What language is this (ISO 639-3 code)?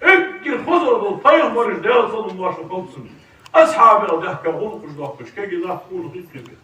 inh